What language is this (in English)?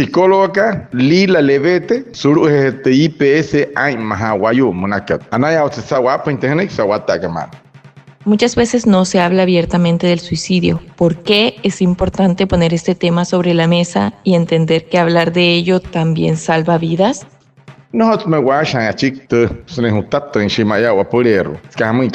Wayuu